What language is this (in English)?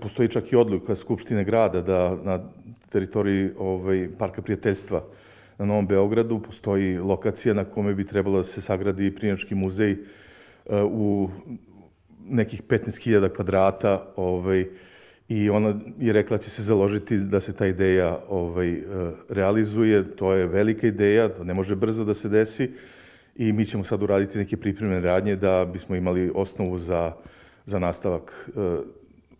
Serbian